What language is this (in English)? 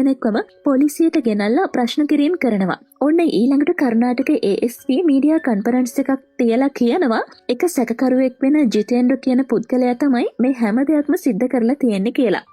Sinhala